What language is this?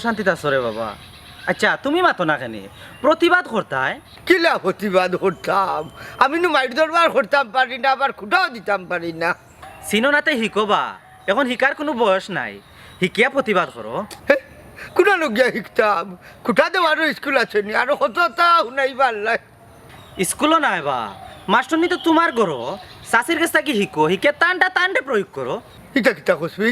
Sylheti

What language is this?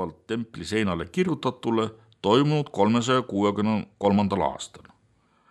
Estonian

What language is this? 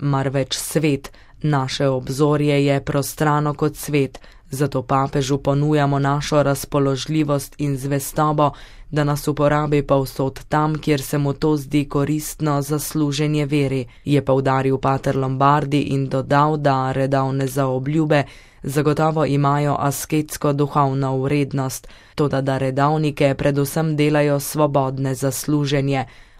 Slovenian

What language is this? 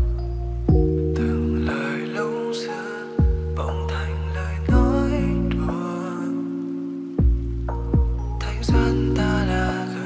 Vietnamese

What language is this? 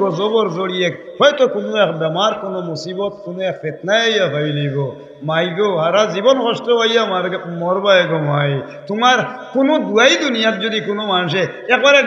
Sylheti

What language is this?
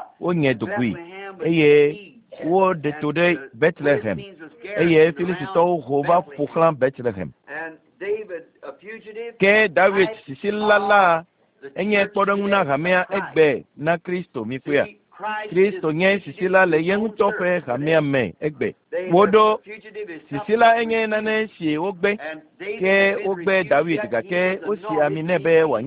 Ewe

